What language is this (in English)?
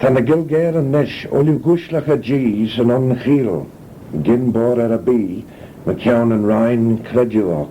Manx